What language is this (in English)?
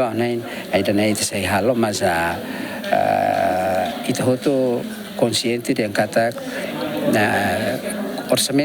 Tetum